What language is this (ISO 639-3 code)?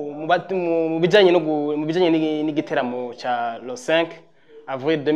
run